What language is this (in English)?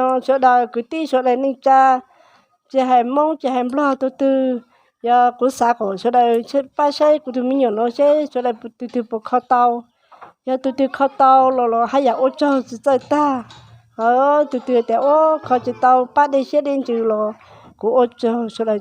Hmong